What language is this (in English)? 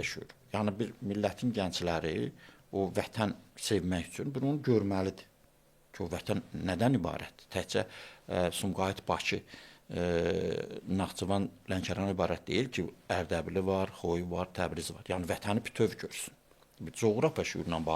Azerbaijani